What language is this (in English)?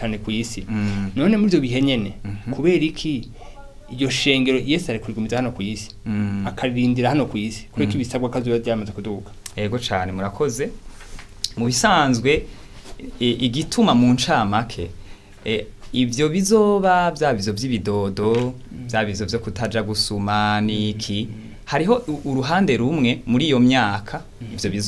Rundi